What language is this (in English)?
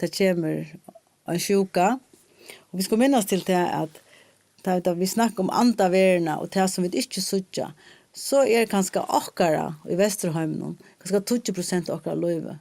Faroese